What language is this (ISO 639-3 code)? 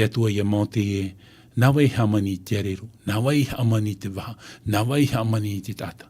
tah